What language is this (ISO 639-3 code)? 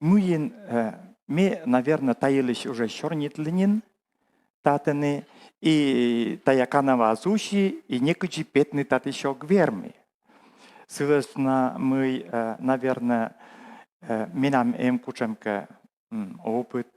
kom